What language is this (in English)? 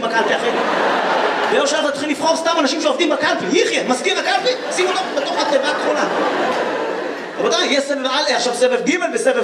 Hebrew